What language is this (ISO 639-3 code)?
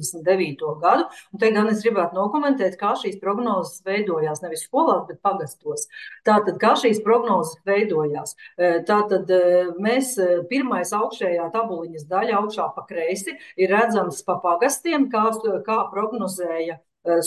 lav